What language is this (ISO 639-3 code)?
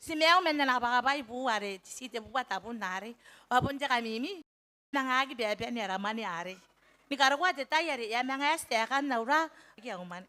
gil